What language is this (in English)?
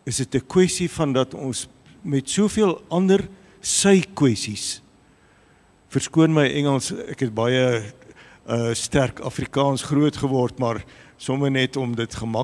Afrikaans